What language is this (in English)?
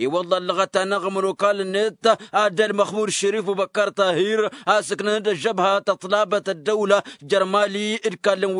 Tamasheq